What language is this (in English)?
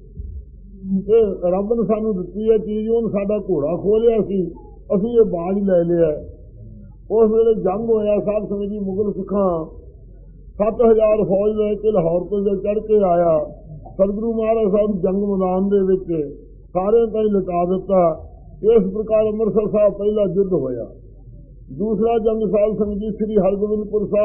Punjabi